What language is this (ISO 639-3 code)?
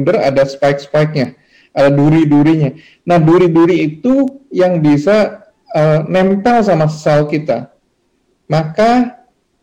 ind